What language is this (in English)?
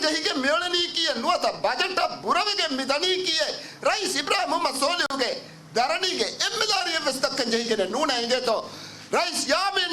Divehi